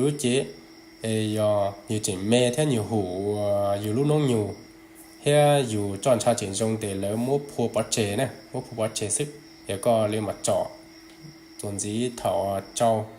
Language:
Hmong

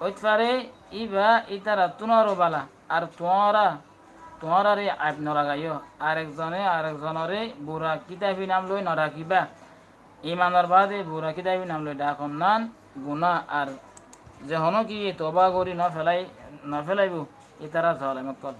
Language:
Rohingya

